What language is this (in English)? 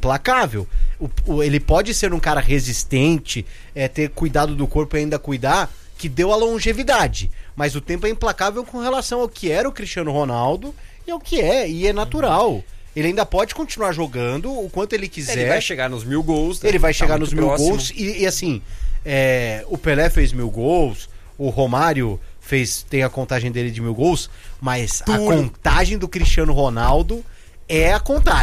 Portuguese